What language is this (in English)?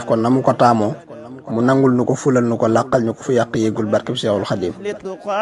Wolof